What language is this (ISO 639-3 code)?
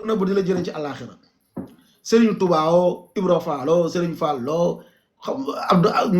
wol